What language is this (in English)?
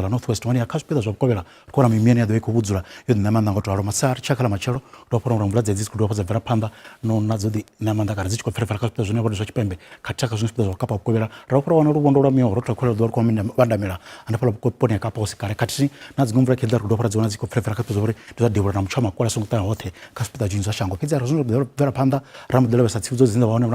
Venda